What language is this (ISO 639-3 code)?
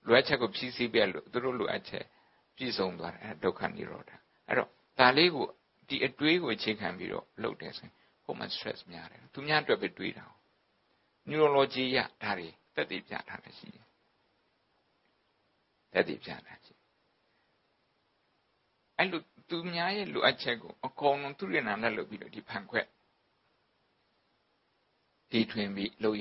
mya